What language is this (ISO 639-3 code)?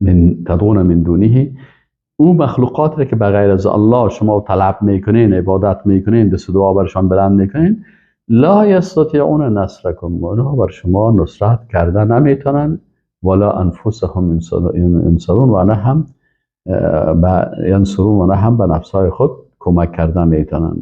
fas